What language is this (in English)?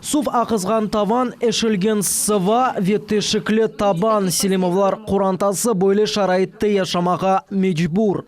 Crimean Tatar